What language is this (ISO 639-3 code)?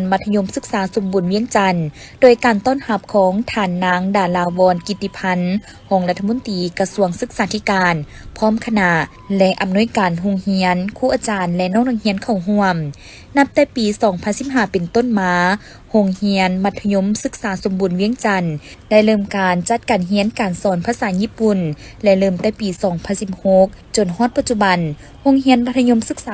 lao